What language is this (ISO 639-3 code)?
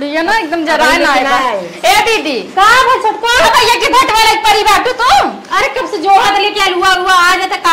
awa